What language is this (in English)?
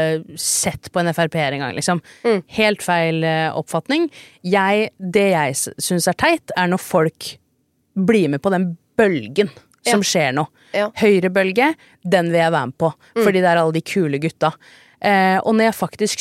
Norwegian